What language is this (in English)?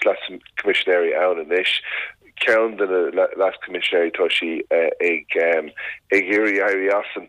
Irish